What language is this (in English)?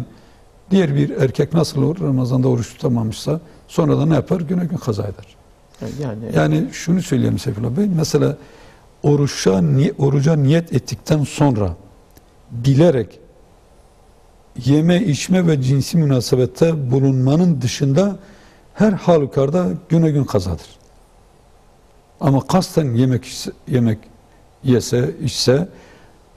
Turkish